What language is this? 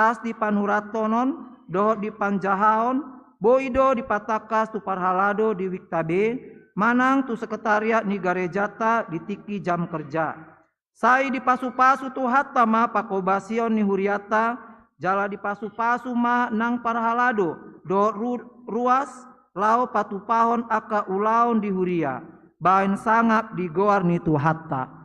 Batak Toba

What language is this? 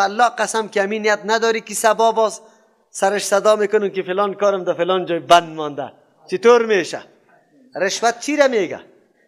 Persian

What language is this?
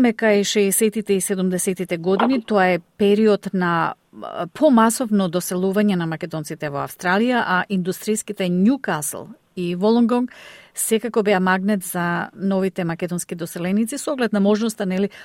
Macedonian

